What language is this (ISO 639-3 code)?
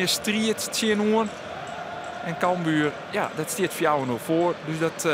fry